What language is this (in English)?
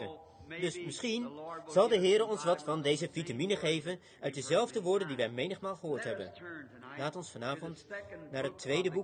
Dutch